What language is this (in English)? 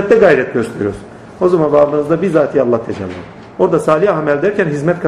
Turkish